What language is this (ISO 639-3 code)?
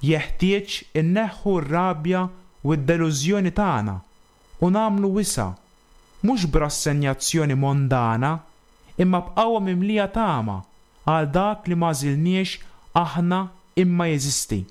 mlt